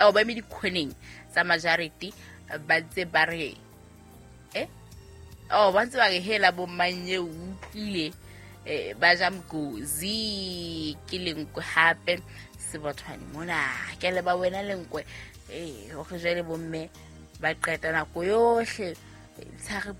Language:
Southern Sotho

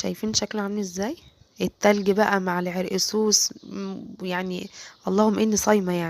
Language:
Egyptian Arabic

